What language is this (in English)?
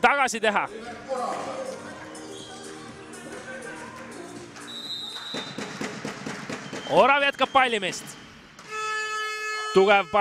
Estonian